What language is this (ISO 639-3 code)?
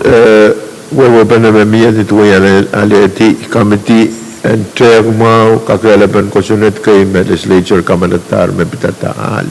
pon